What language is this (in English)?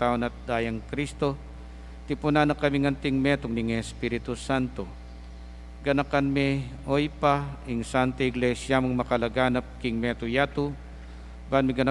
Pampanga